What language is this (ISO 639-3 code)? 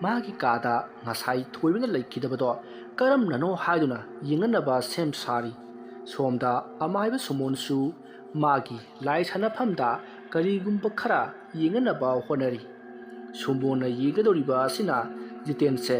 mni